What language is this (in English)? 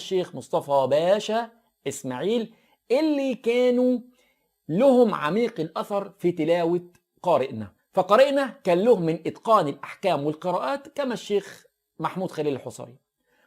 Egyptian Arabic